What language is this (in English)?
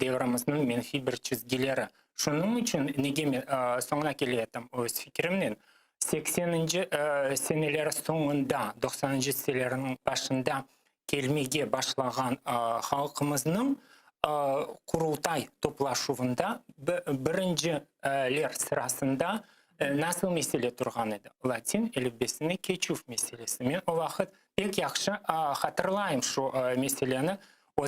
Crimean Tatar